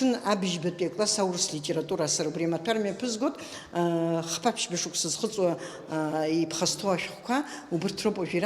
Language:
Abkhazian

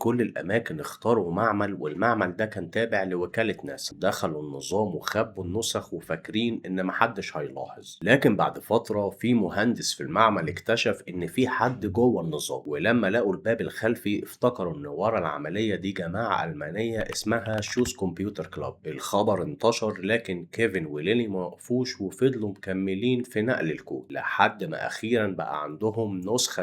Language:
Egyptian Arabic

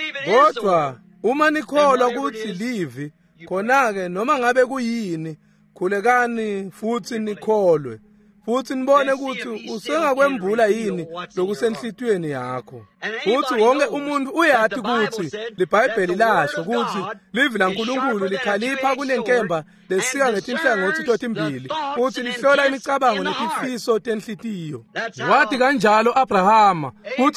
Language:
Swati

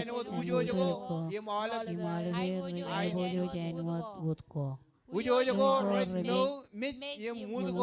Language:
Marshallese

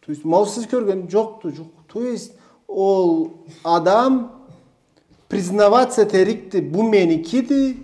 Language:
Karachay-Balkar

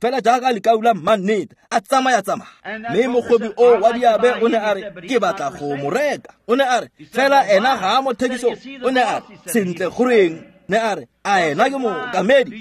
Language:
Tswana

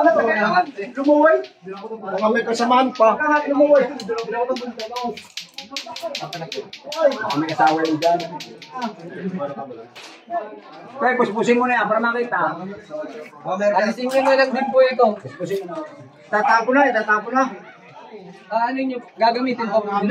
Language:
Filipino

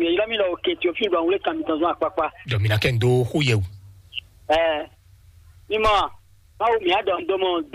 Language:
Fon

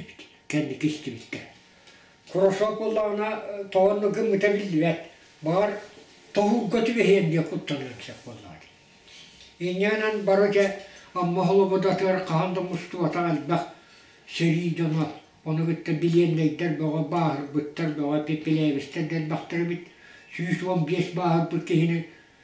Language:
Yakut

